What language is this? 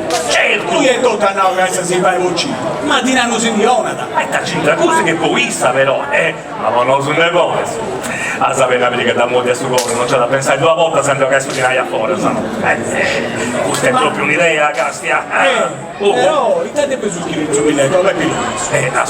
Sardinian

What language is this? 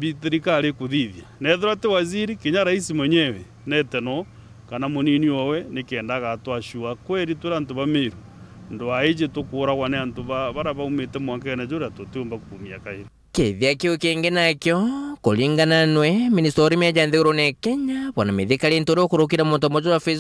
Meru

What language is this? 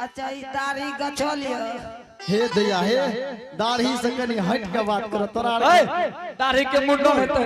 Angika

